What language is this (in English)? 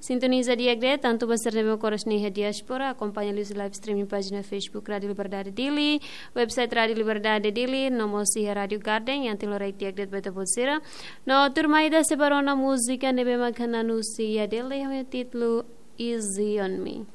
Tetum